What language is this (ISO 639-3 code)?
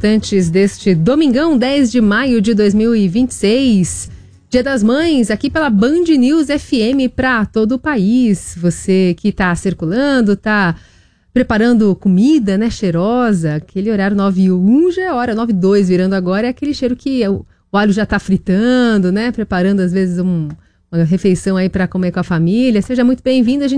por